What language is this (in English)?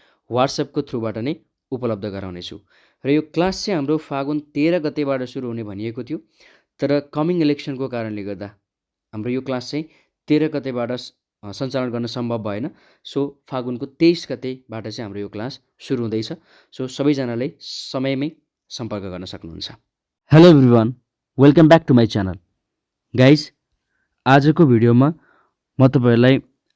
Nepali